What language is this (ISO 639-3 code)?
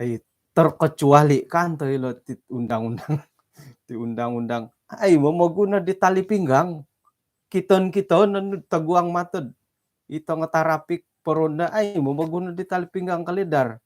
dtp